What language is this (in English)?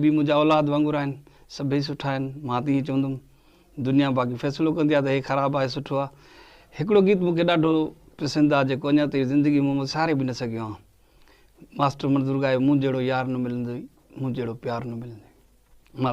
Sindhi